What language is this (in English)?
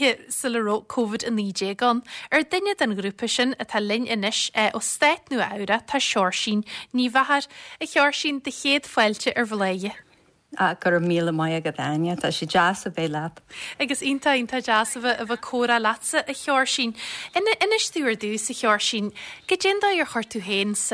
Irish